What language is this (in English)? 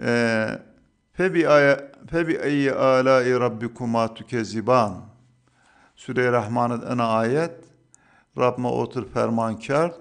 Zaza